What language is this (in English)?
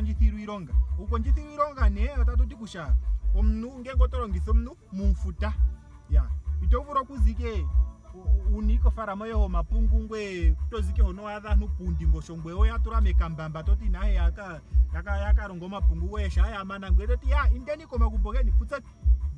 Ndonga